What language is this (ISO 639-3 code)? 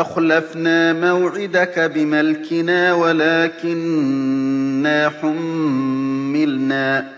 glg